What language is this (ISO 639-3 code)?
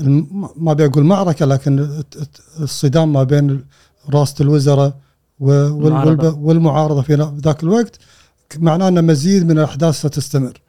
afb